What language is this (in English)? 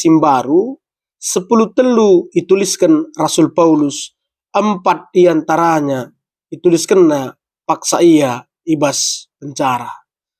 Batak Karo